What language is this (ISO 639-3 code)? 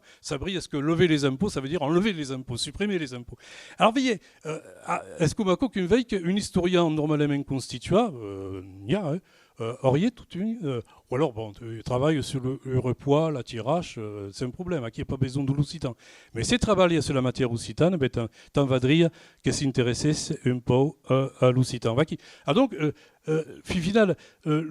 oci